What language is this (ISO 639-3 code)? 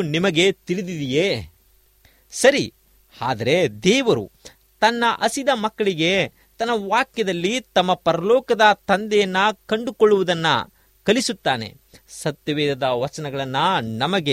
kan